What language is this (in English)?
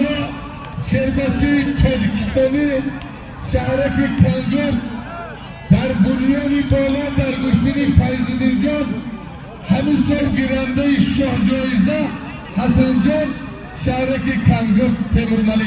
Tajik